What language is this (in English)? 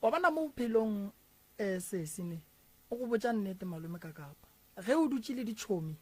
Northern Sotho